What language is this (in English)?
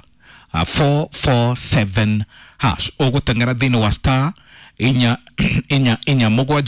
Kikuyu